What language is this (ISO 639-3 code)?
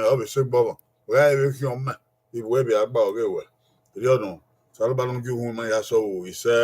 bin